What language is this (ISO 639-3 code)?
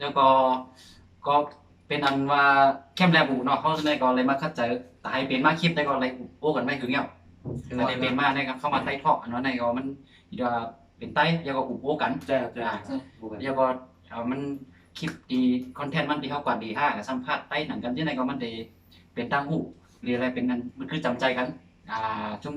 shn